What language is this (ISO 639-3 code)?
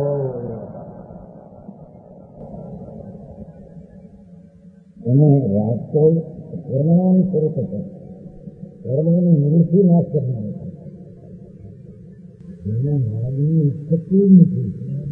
guj